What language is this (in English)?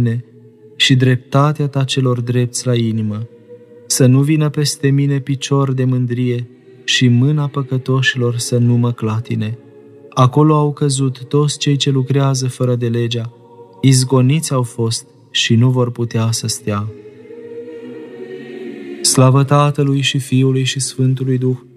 Romanian